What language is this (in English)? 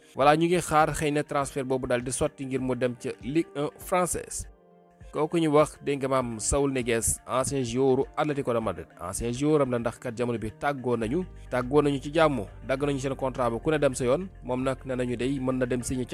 Wolof